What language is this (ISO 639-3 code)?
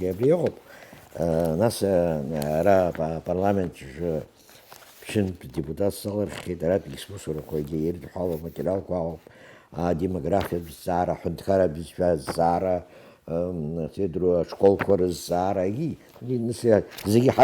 abk